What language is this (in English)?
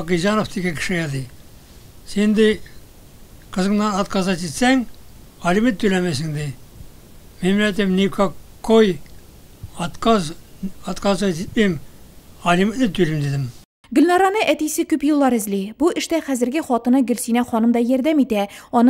Tatar